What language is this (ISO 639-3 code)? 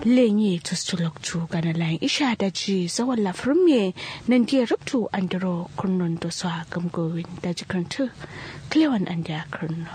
kau